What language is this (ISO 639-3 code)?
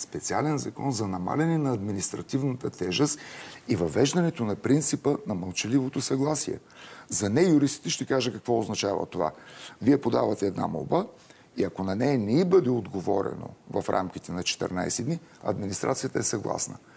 bul